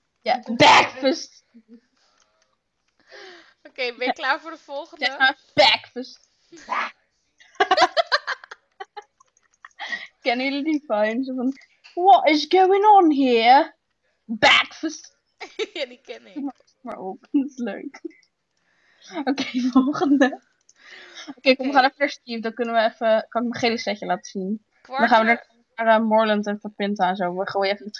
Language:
Dutch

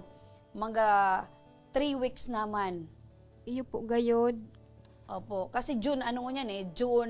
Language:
Bikol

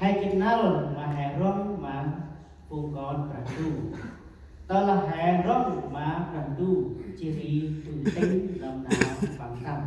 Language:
Central Mnong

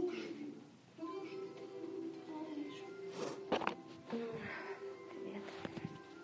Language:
Russian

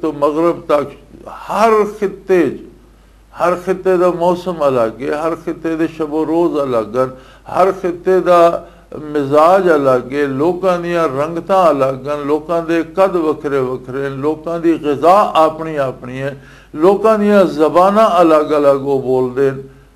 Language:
Western Panjabi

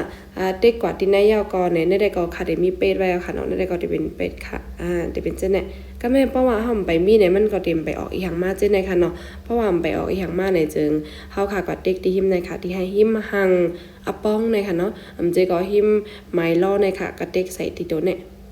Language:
Shan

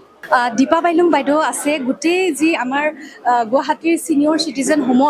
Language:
Assamese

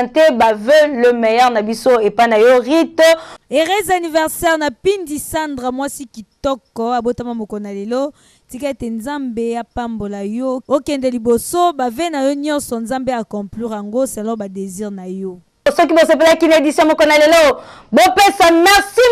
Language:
Lingala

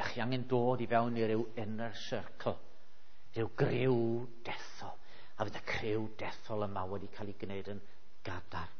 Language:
Welsh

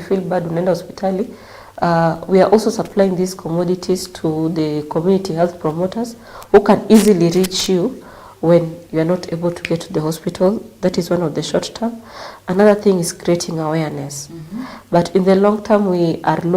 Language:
Gusii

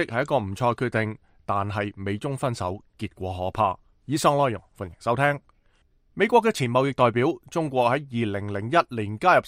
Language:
Cantonese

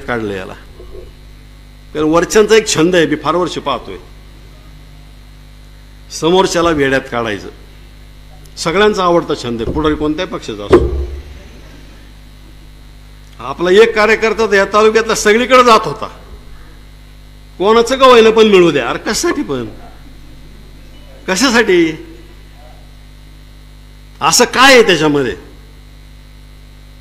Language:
Marathi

